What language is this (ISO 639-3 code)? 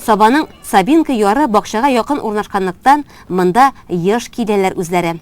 tat